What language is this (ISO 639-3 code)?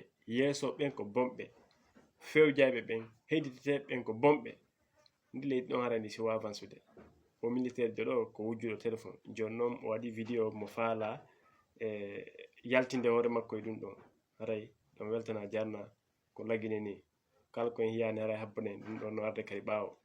ful